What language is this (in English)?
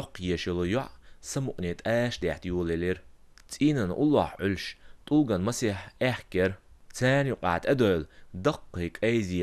Chechen